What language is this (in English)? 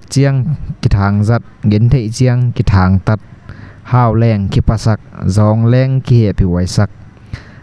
Tedim Chin